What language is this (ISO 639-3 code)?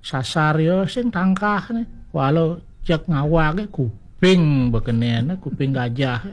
ban